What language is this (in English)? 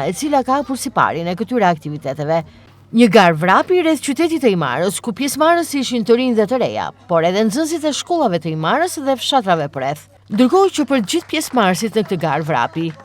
Albanian